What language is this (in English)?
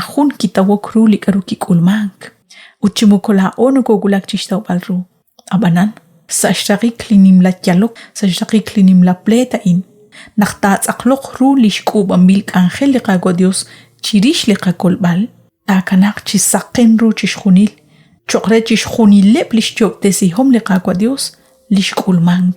Kekchí